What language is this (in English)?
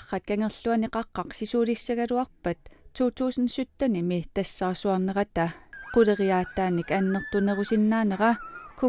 Kalaallisut